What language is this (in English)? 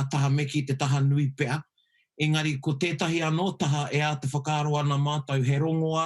Māori